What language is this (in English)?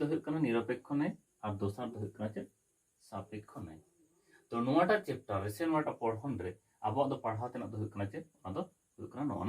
Santali